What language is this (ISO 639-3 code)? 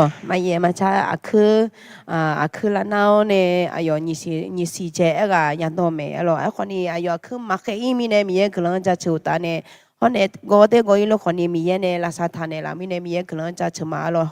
ahk